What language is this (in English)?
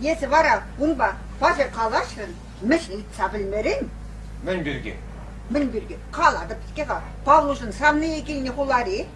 Chuvash